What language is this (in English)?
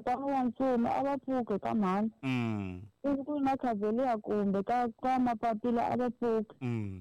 Tsonga